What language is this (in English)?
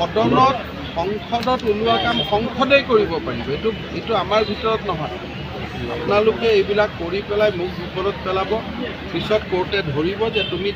Assamese